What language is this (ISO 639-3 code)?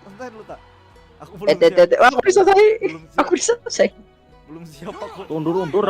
bjn